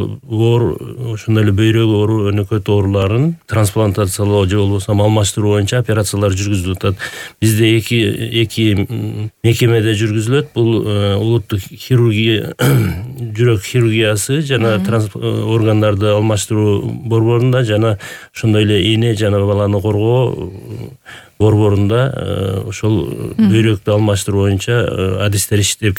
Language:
Kyrgyz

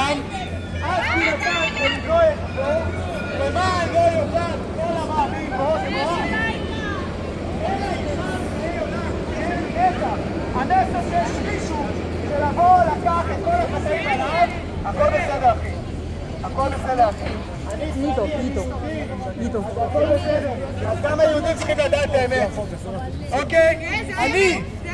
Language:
Hebrew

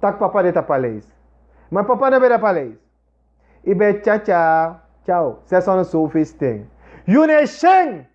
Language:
Sranan Tongo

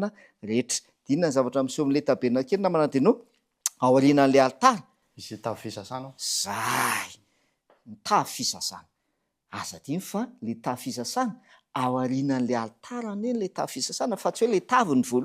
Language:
Malagasy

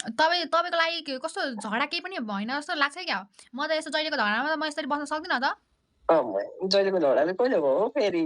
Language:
Nepali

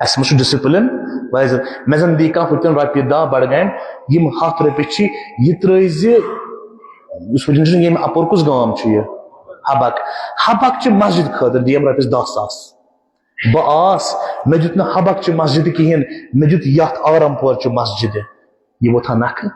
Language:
Kashmiri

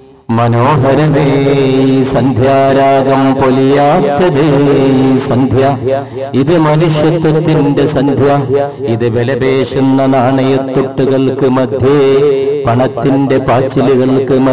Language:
Malayalam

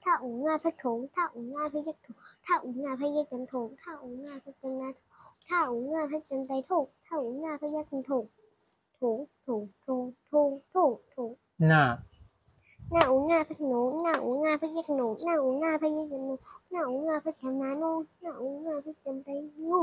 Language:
Shan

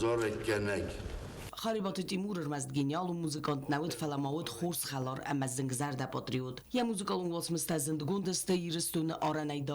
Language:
Ossetic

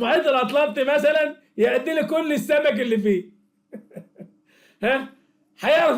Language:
Egyptian Arabic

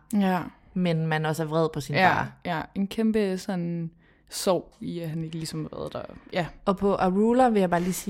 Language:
Danish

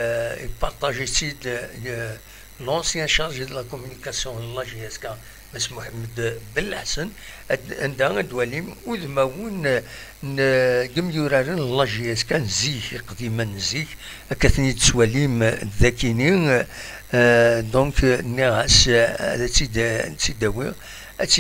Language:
Kabyle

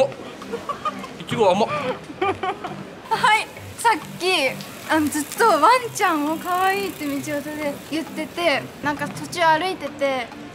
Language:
Japanese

